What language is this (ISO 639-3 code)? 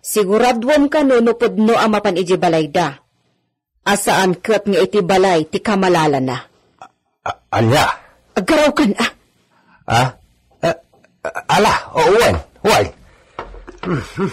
ilo